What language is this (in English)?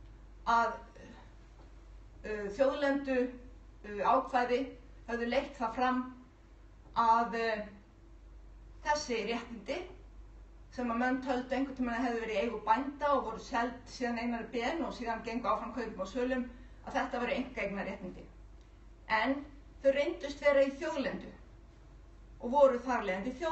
Icelandic